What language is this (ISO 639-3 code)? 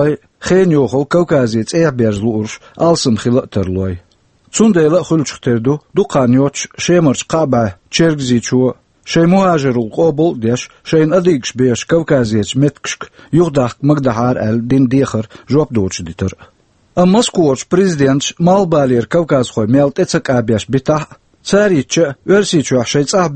che